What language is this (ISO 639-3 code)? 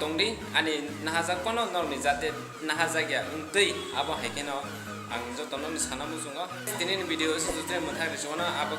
trp